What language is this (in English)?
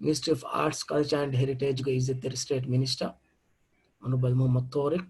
Divehi